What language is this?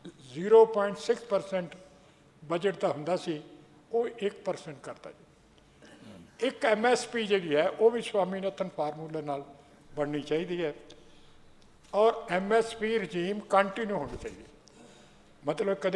Punjabi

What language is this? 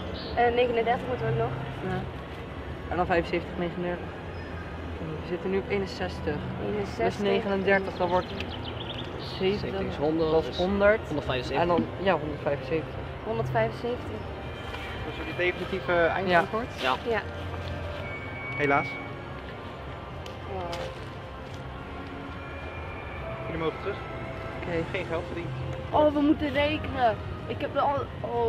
Dutch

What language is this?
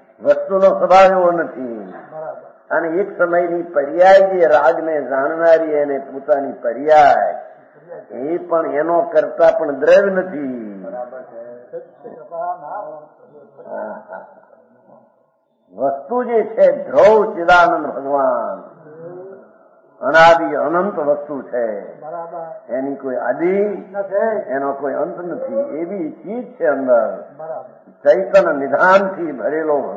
Gujarati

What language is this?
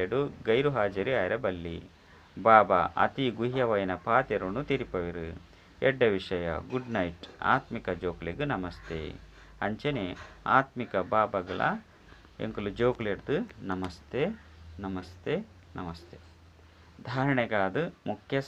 Tulu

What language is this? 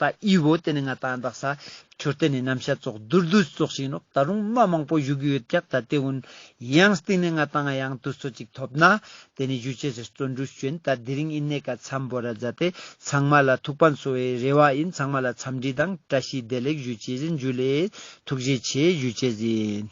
Ladakhi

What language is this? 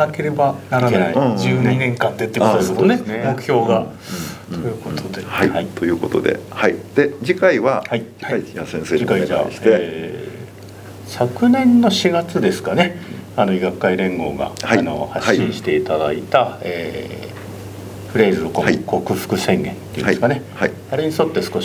Japanese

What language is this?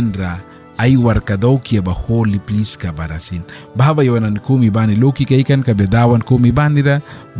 Mískito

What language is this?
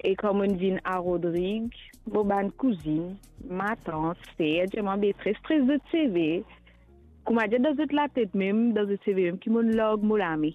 Morisyen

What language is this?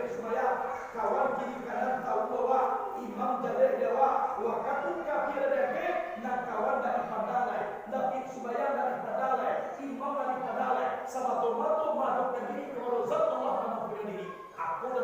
Minangkabau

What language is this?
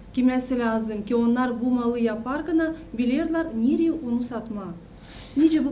Gagauz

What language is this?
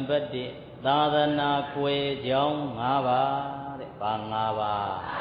Burmese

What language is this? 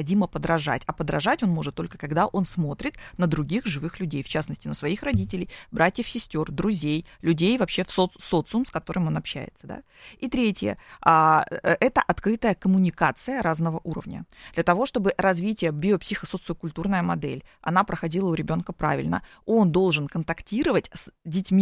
Russian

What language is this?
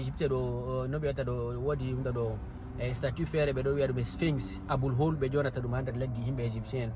Fula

